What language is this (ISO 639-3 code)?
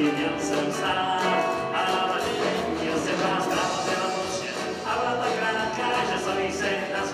ces